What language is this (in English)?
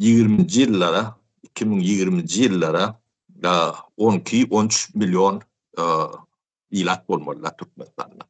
Turkmen